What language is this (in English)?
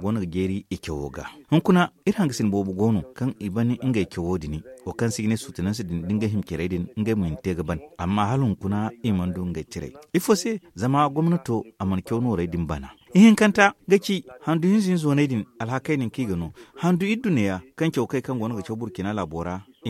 Zarma